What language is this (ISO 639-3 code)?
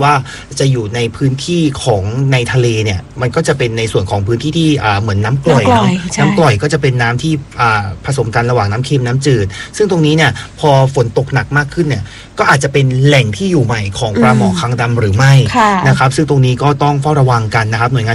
tha